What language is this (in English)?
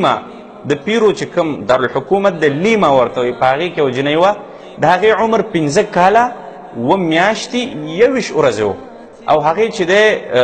Pashto